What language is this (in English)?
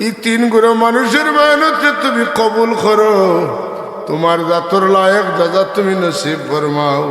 Sylheti